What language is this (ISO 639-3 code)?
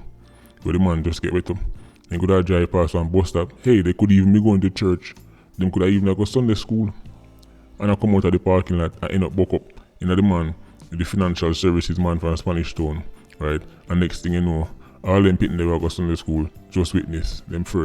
jam